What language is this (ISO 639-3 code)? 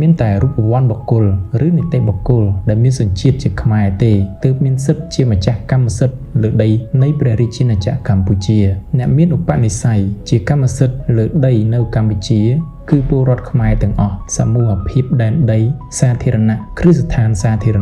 khm